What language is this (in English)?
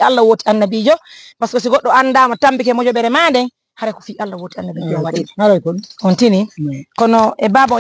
Fula